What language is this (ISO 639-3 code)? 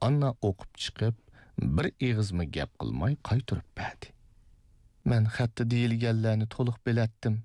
uig